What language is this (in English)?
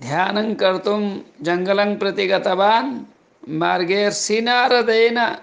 Sanskrit